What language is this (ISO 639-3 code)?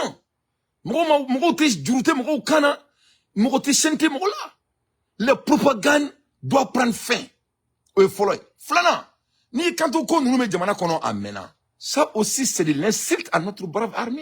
bam